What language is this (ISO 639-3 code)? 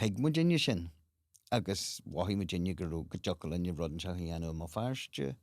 gle